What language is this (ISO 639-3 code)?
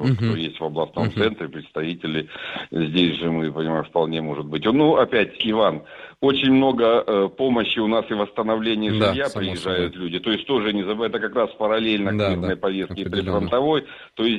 rus